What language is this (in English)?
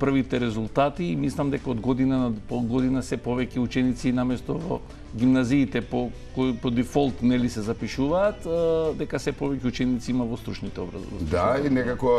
Macedonian